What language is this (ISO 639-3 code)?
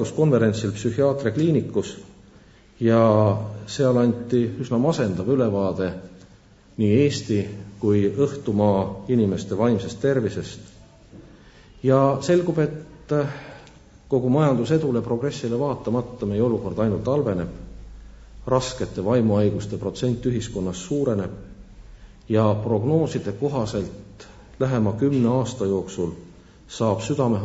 est